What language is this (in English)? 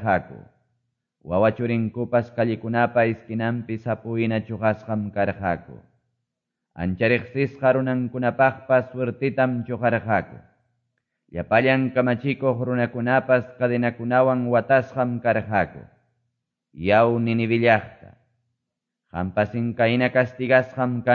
Quechua